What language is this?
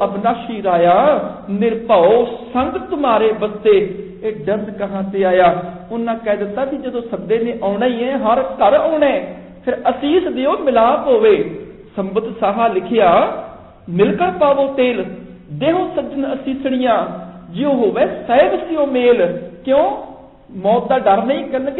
Punjabi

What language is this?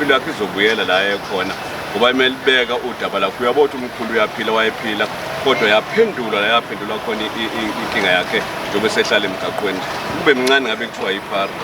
Zulu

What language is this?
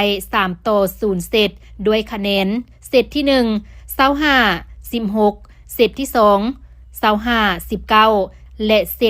Lao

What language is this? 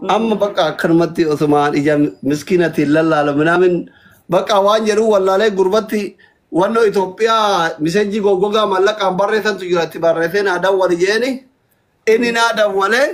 Oromo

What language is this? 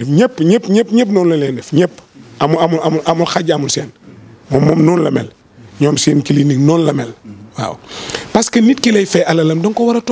Wolof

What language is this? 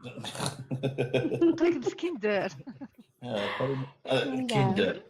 Algerian Arabic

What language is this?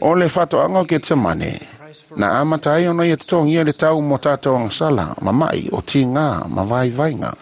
Samoan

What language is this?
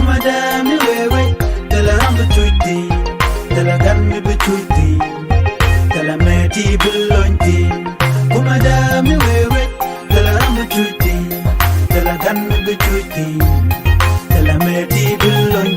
Nuer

